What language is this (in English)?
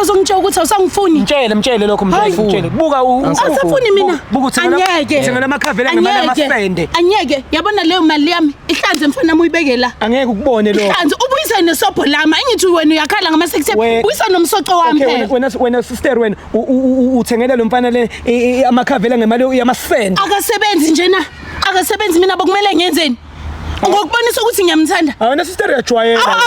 Zulu